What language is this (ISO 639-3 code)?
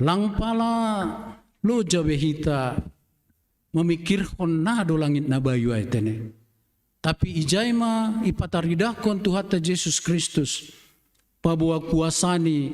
bts